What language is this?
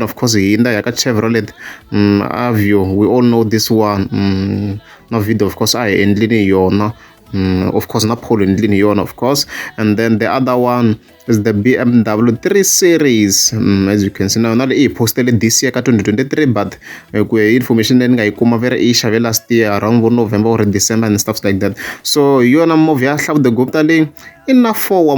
Tsonga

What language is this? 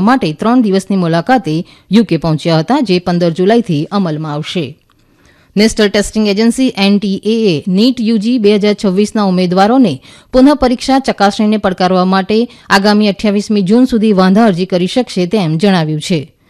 Gujarati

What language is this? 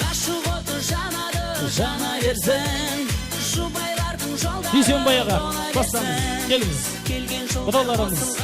Kara-Kalpak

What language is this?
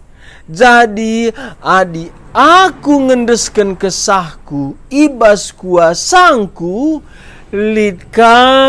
Batak Karo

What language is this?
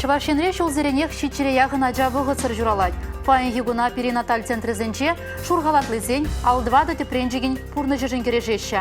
Chuvash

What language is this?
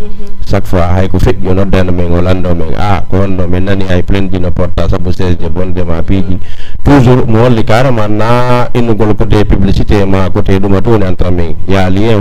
Fula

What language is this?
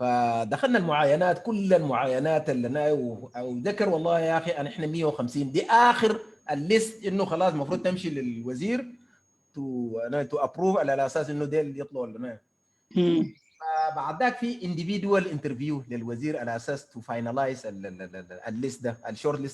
Sudanese Arabic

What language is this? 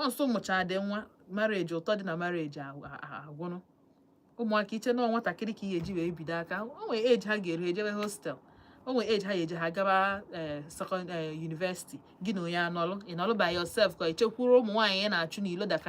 Igbo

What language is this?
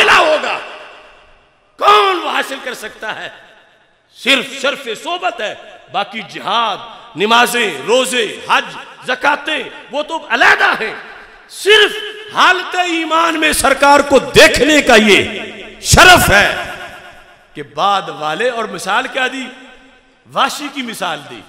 Urdu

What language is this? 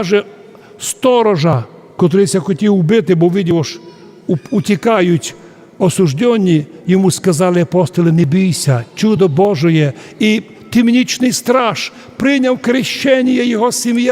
Rusyn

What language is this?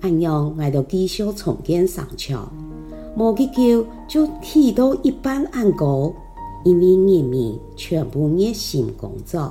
Hakka Chinese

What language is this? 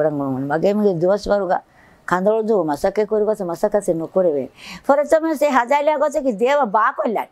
Divehi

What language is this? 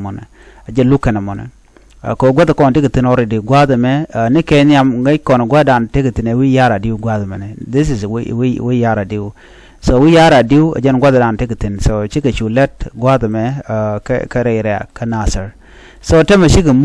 Nuer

